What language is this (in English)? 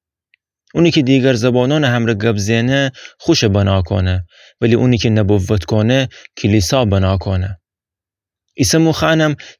Gilaki